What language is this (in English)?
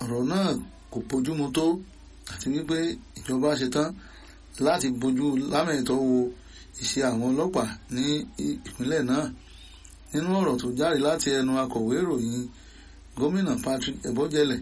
Yoruba